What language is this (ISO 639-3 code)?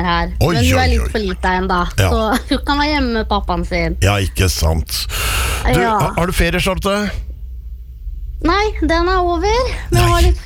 nor